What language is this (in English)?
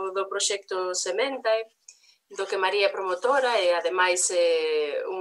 Galician